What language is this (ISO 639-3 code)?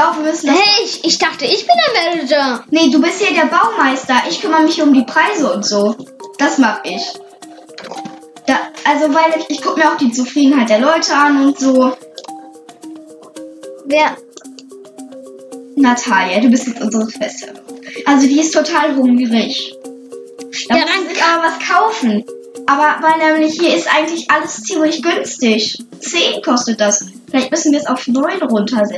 deu